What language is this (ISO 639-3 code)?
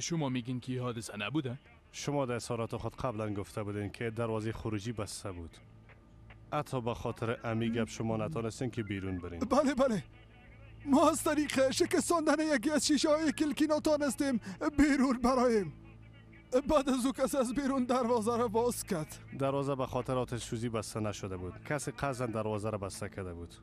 fas